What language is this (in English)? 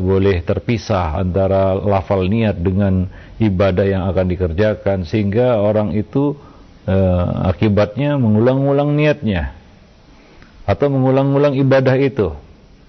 Indonesian